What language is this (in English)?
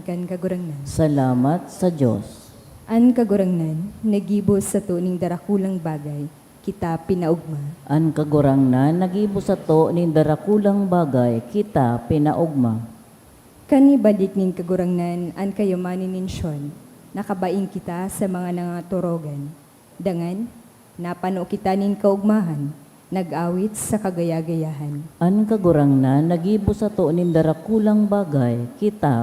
Bikol